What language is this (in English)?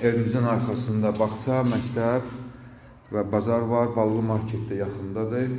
Azerbaijani